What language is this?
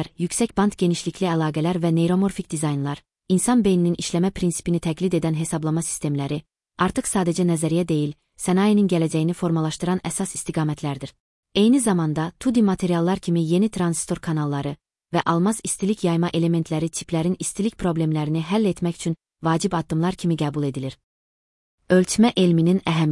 Azerbaijani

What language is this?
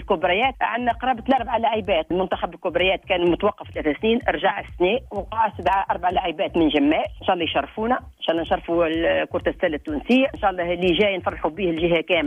Tunisian Arabic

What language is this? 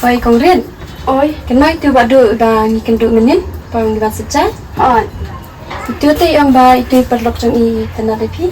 Khasi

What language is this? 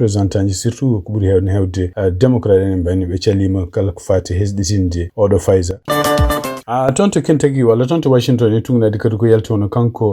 Fula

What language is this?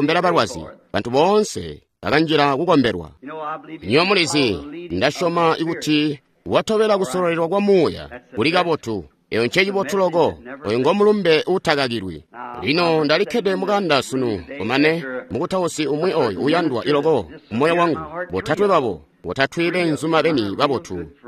Tonga (Zambia)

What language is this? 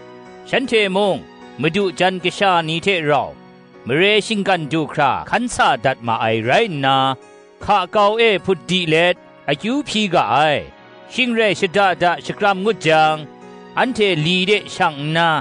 Kachin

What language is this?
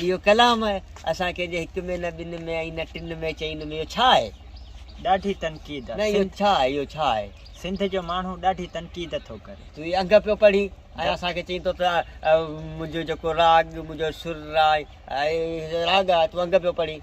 Sindhi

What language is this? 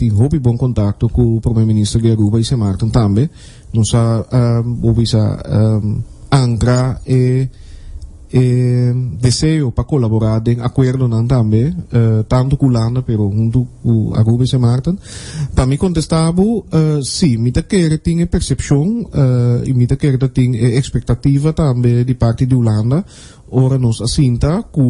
Papiamento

